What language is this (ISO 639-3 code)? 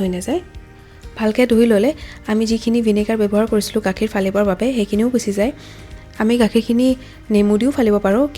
asm